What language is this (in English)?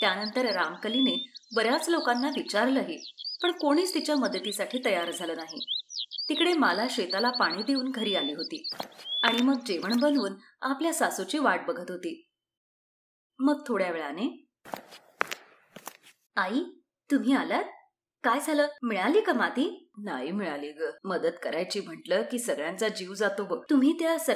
Marathi